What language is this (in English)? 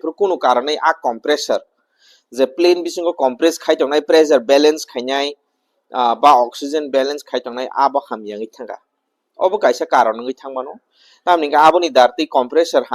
Kok Borok